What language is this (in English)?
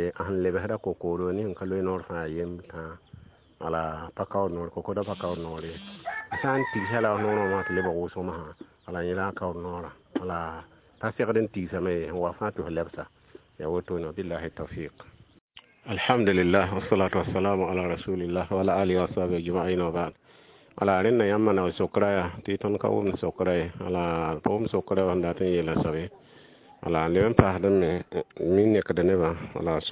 Mossi